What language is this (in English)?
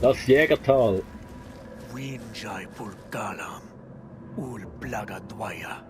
Swiss German